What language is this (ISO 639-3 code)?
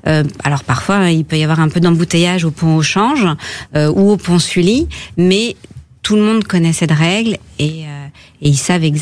fra